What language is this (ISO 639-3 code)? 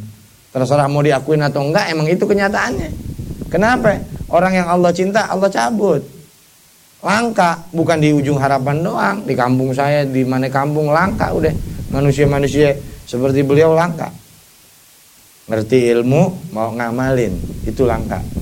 ind